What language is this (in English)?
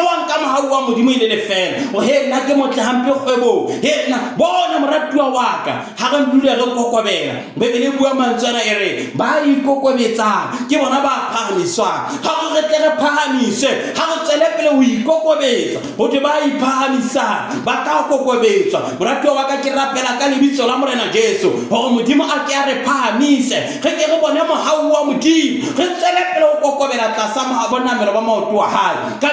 Southern Sotho